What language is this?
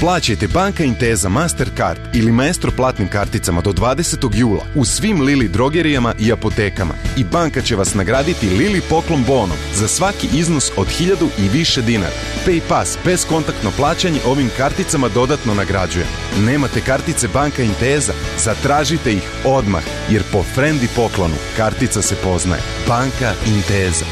Serbian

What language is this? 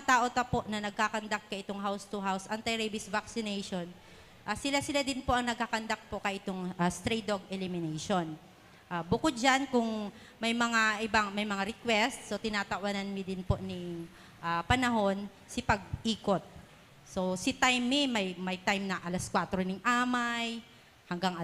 Bikol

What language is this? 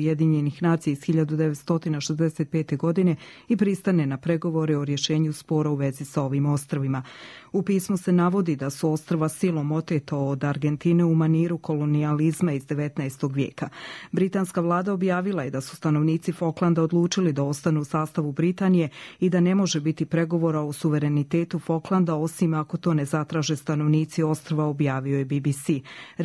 Croatian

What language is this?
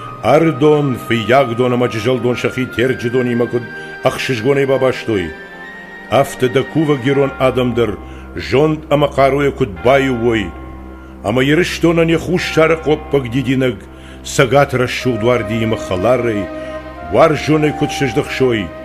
Ossetic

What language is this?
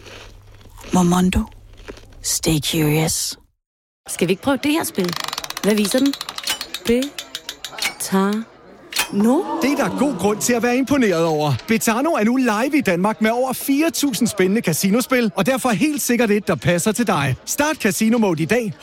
Danish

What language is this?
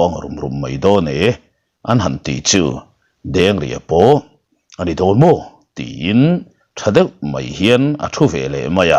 Mizo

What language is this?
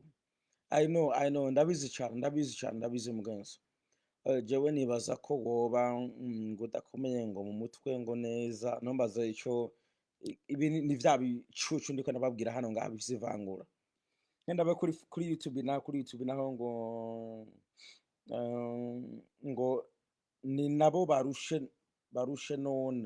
Rundi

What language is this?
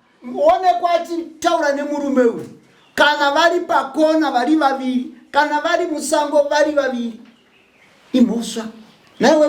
Shona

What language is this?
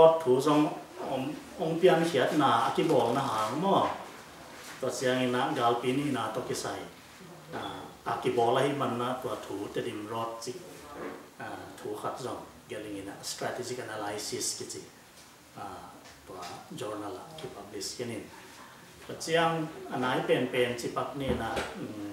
Tedim Chin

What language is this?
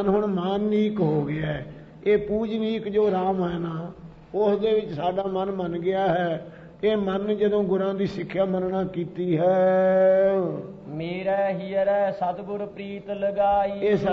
Punjabi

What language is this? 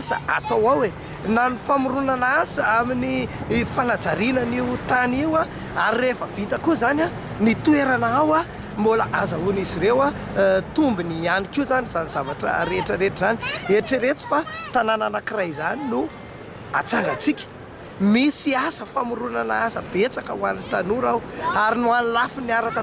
Malagasy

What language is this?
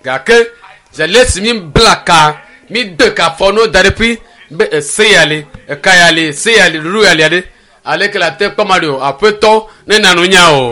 Ewe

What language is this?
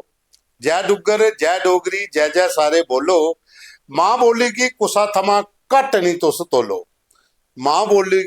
Dogri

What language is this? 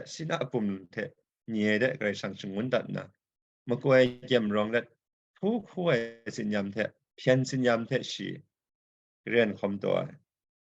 Kachin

